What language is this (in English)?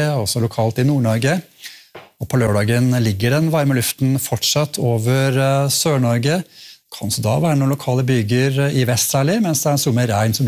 Norwegian